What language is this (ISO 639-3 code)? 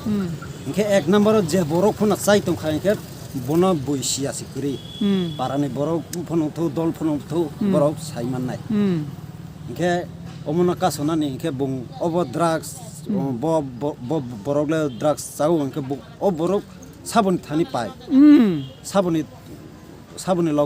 trp